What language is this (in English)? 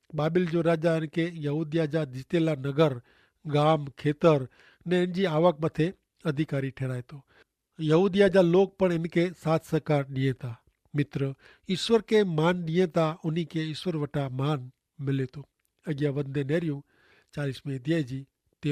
Kachhi